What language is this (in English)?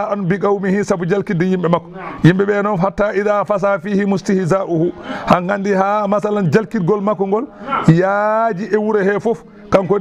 Fula